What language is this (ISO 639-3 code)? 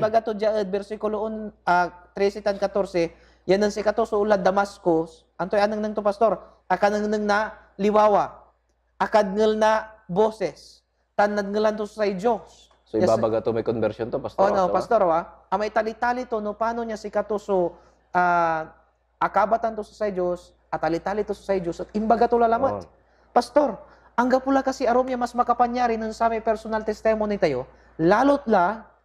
pag